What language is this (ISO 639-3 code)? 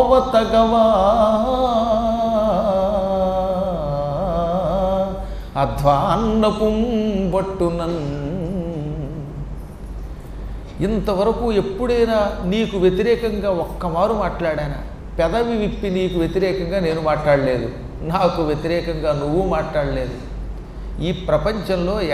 tel